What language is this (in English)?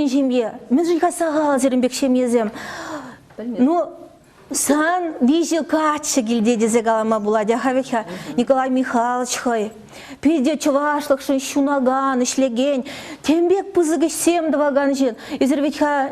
Chuvash